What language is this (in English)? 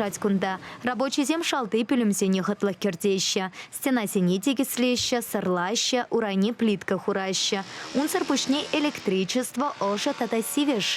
Chuvash